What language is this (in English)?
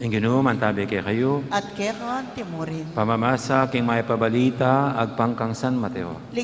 Pampanga